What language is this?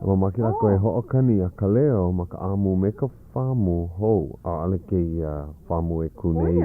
Hawaiian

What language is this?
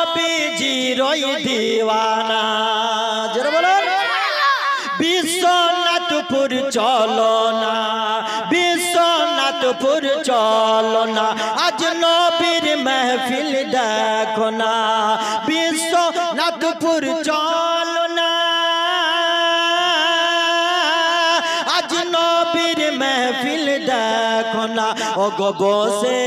Bangla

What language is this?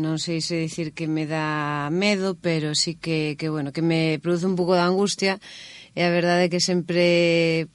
Galician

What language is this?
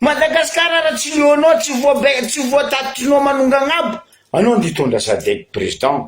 Malagasy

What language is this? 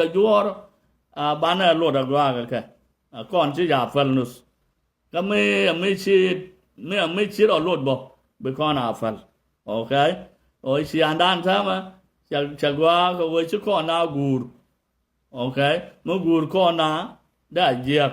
Nuer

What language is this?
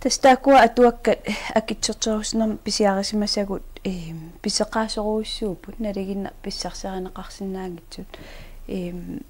Kalaallisut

